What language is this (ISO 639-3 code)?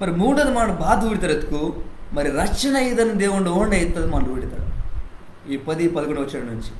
kff